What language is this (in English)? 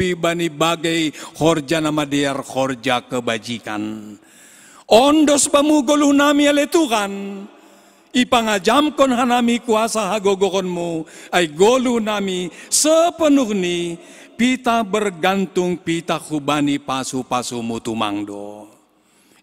Batak Simalungun